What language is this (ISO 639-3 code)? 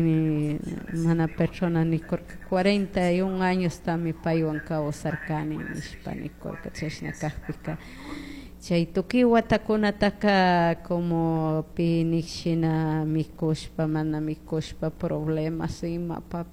qug